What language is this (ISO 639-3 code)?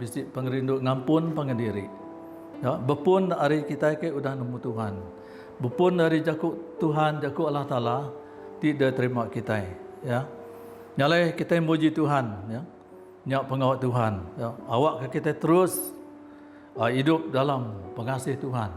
iba